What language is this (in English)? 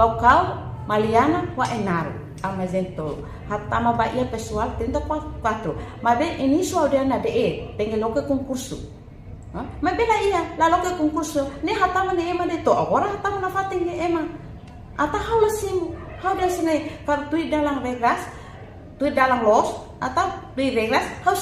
Tetum